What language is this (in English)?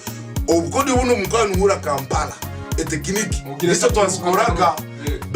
Tooro